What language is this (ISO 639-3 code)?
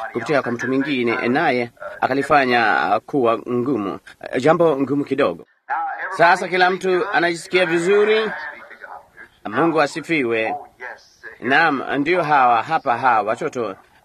swa